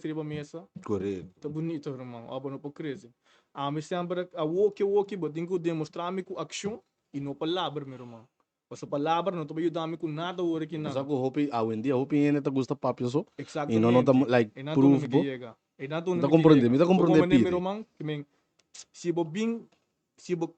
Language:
Papiamento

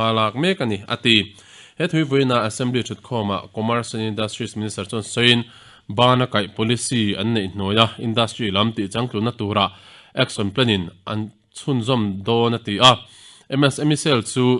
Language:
Mizo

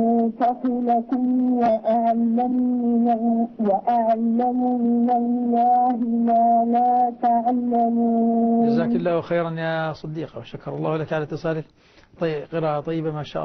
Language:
Arabic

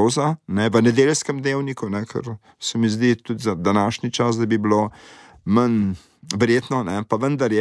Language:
Slovenian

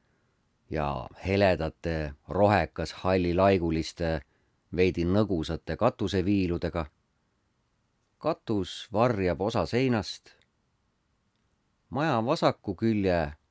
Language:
Estonian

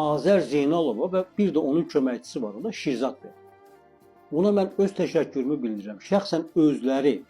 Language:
Azerbaijani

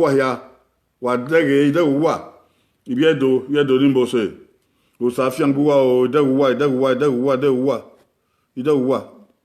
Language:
Bini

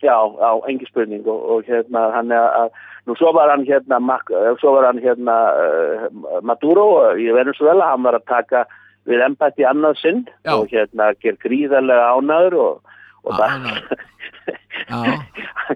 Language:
Icelandic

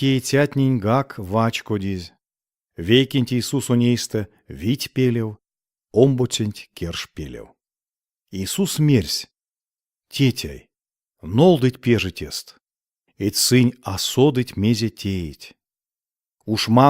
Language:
Erzya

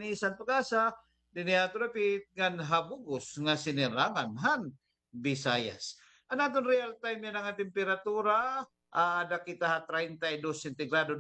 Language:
Waray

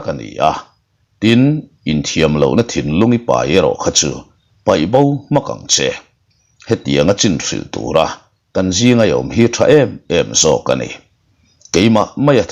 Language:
Mizo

